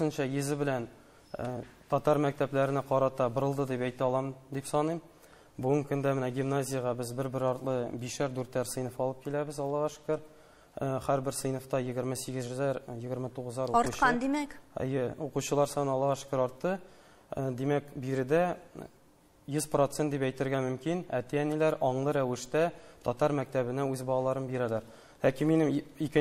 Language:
Tatar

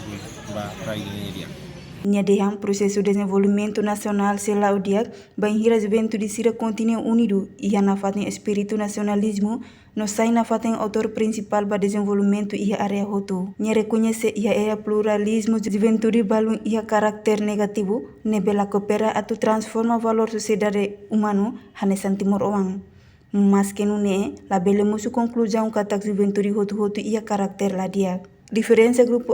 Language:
Tetum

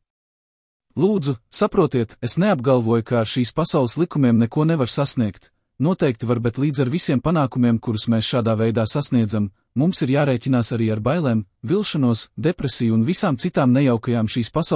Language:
Latvian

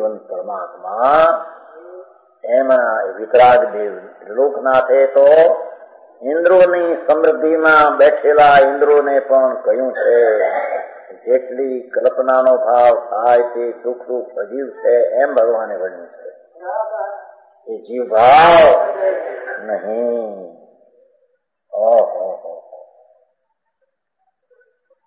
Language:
Gujarati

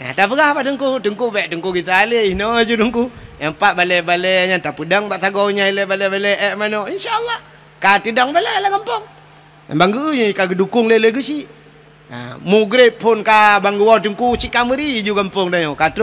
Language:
Achinese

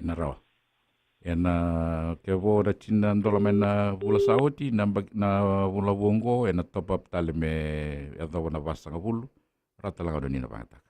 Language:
Fijian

